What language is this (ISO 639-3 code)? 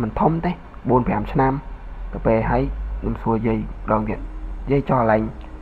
khm